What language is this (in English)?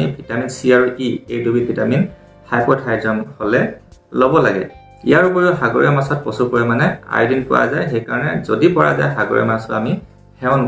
Assamese